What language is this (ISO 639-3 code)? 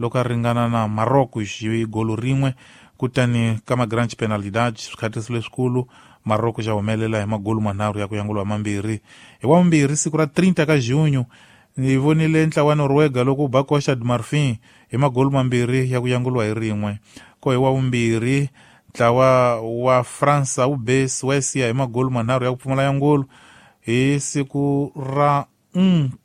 tso